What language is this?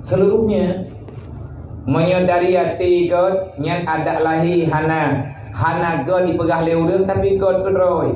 Achinese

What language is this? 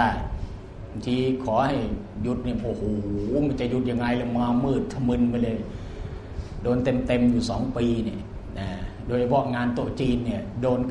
Thai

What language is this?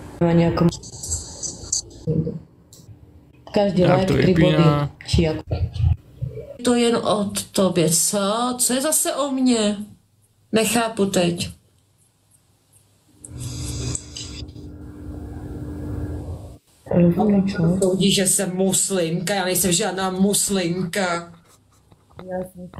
Czech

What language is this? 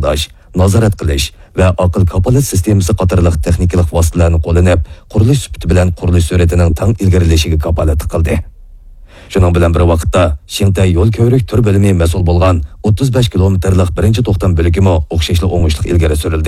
Uyghur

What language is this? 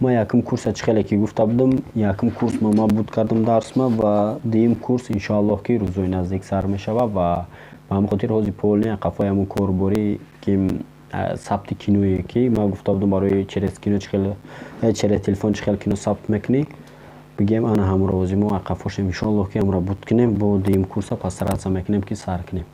Tajik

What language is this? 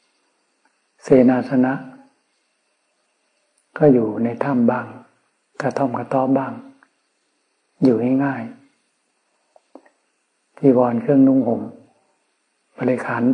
Thai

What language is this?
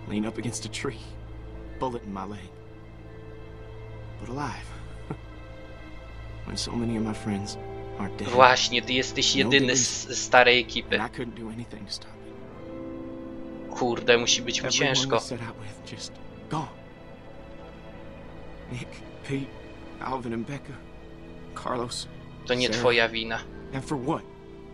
Polish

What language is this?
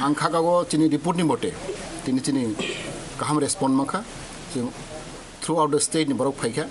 Kok Borok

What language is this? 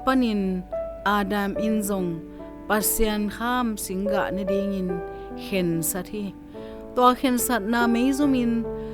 Tedim Chin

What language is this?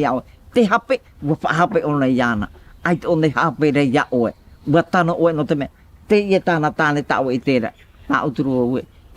Tahitian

